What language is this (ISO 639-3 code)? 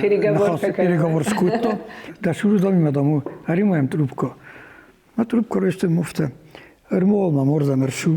oss